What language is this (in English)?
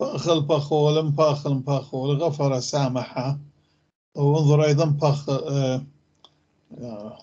North Levantine Arabic